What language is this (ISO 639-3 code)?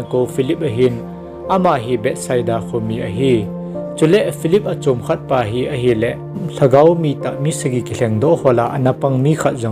tcz